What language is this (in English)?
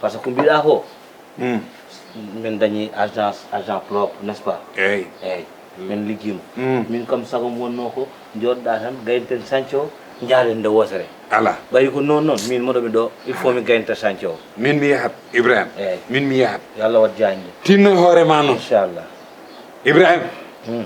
Fula